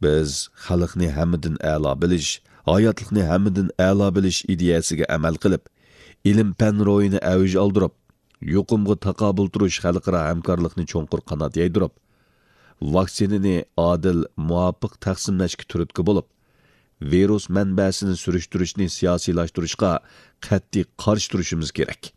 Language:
Uyghur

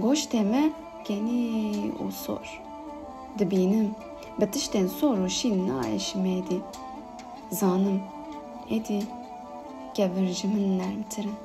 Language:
Kurdish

